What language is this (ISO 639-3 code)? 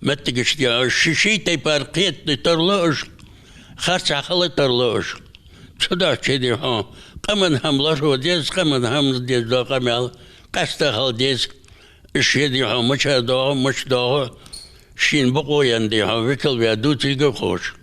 inh